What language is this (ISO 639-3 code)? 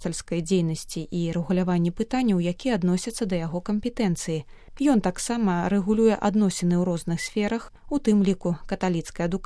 bel